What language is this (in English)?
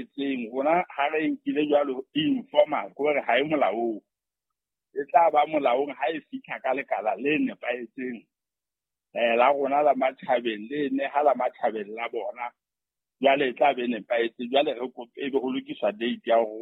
Southern Sotho